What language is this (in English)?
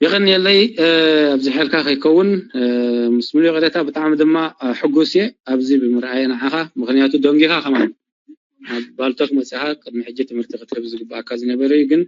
Tigrinya